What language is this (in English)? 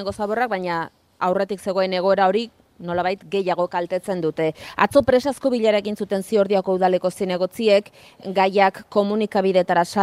Basque